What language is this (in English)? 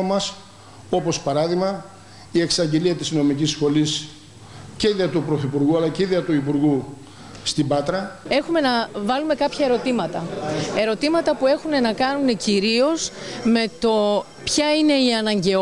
Greek